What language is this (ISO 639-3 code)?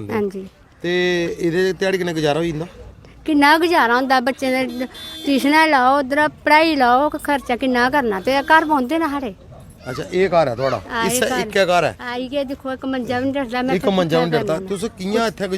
doi